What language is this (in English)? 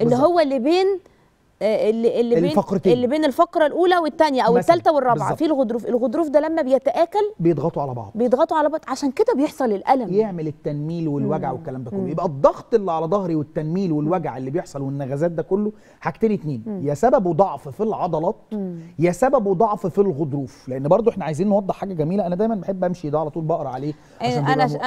Egyptian Arabic